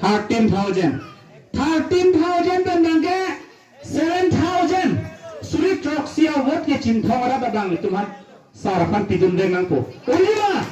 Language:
Karbi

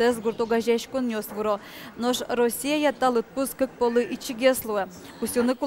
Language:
Udmurt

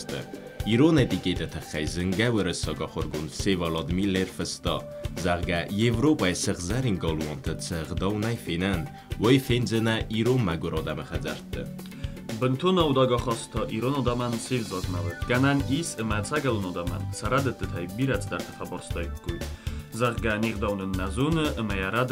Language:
Ossetic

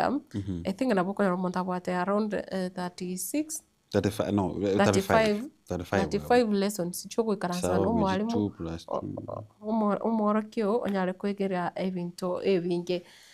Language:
Gusii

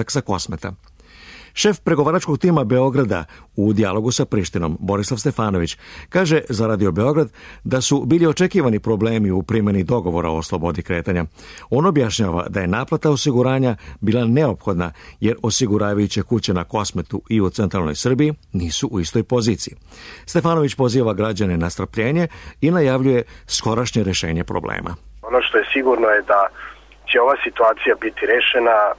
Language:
Serbian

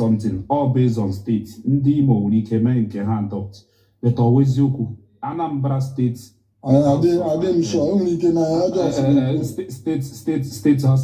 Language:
Igbo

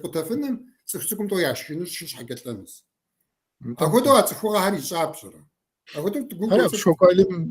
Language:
Kabardian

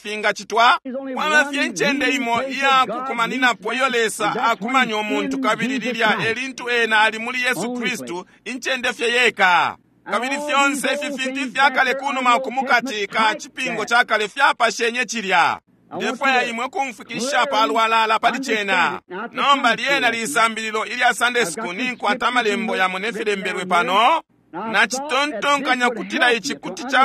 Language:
Bemba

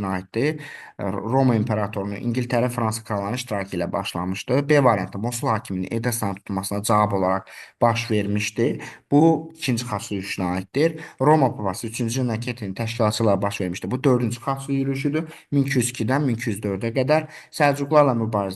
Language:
Azerbaijani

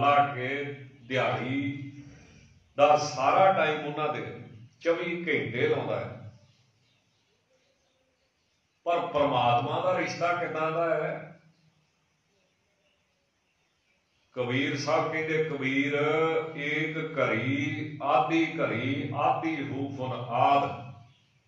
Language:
Punjabi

